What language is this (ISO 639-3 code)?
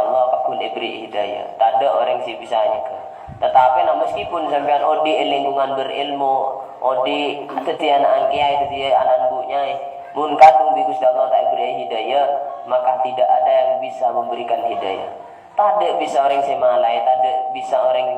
mad